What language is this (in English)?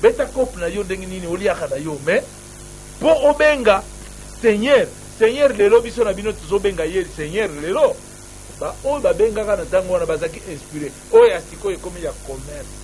Lingala